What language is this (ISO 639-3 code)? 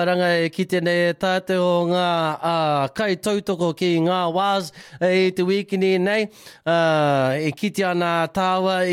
mri